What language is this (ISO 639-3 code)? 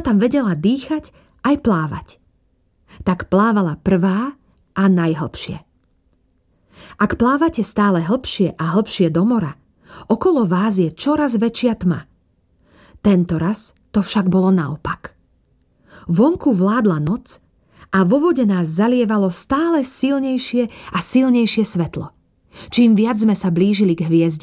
slk